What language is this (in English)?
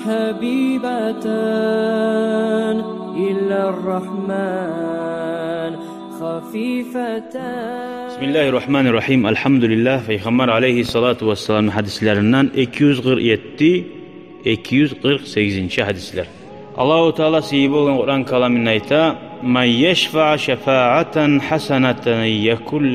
Kumyk